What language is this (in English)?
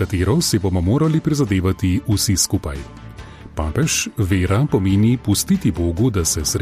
Slovenian